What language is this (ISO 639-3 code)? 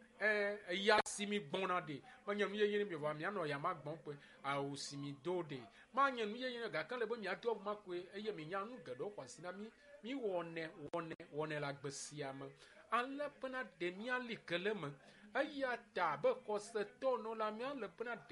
ewe